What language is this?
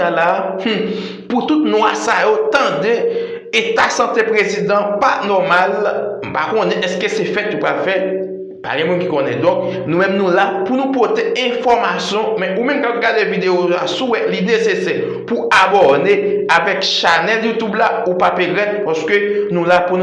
Haitian Creole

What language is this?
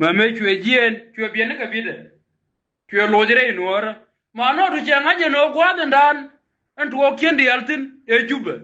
Nuer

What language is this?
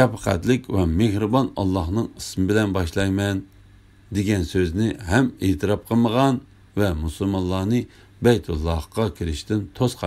Uyghur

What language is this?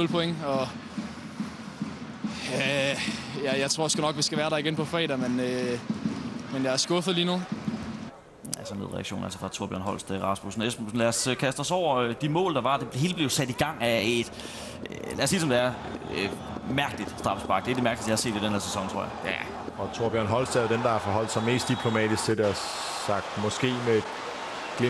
Danish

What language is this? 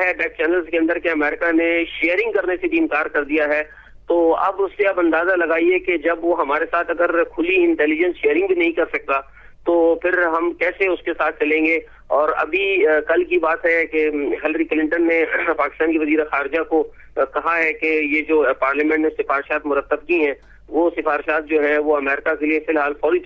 Urdu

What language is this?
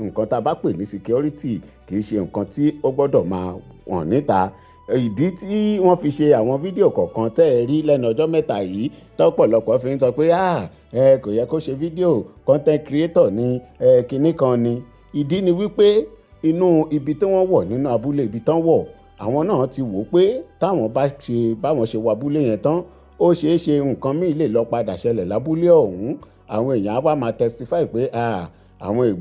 Yoruba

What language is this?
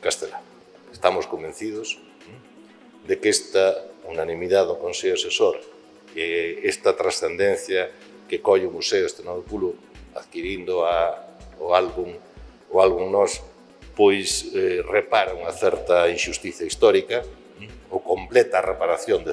Galician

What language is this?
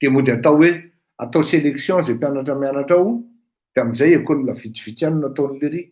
Malagasy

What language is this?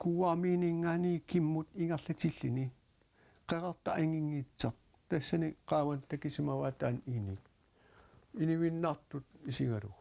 Kalaallisut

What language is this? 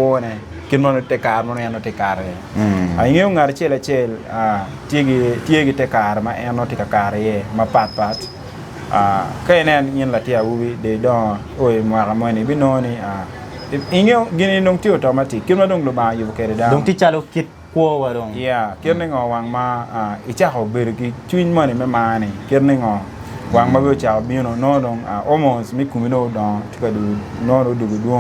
Acoli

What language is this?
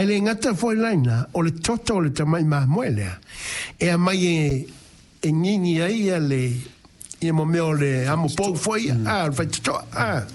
Samoan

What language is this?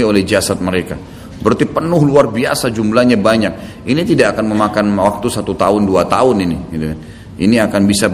Indonesian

